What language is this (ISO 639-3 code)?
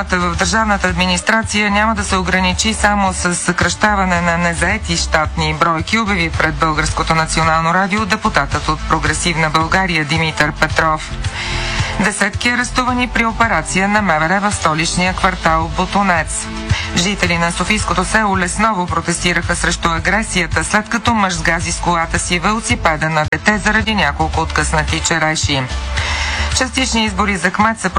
bul